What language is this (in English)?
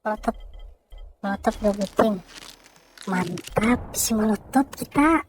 Banjar